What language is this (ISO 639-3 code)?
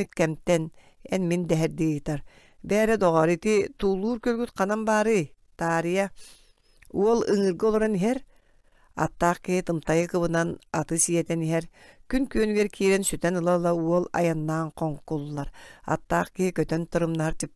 sah